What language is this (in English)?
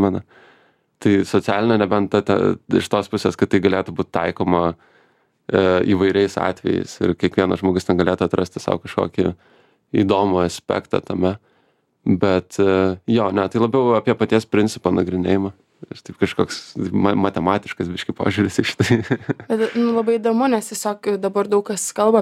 Lithuanian